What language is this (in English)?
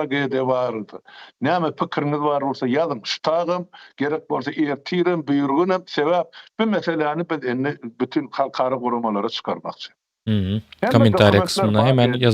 Turkmen